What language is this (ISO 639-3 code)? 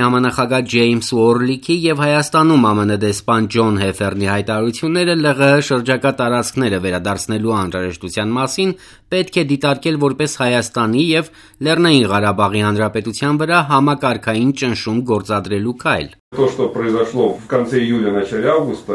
hye